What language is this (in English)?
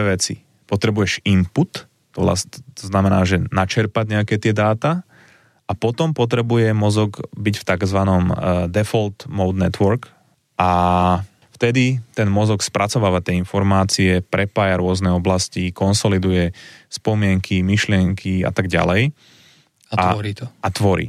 Slovak